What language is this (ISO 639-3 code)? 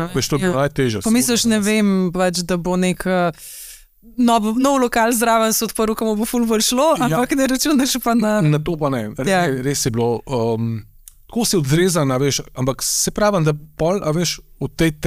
slv